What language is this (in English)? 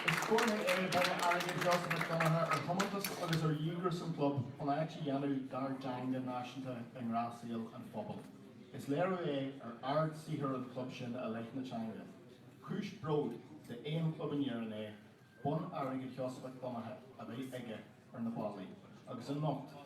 Irish